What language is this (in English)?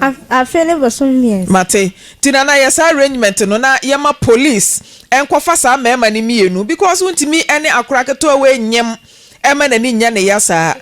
Akan